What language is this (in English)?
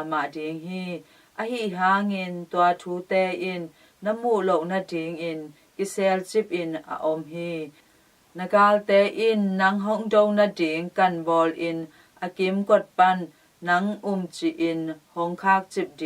Tedim Chin